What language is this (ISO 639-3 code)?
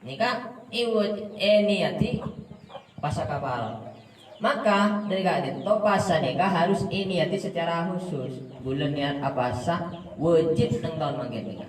mad